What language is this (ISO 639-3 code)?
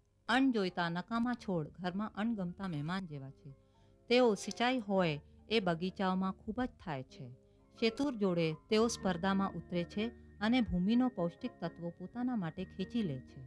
guj